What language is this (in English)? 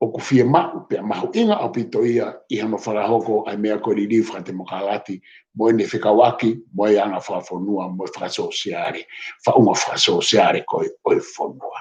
Tongan